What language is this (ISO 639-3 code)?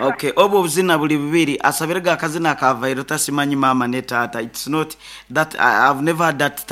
nyn